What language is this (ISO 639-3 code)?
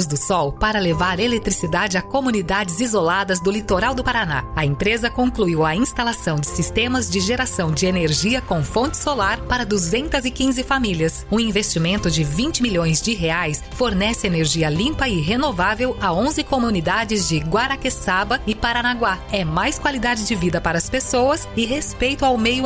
por